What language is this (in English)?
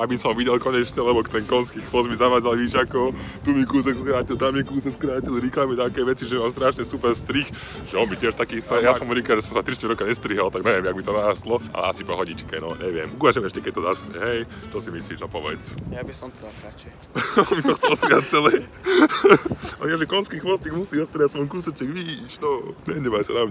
Slovak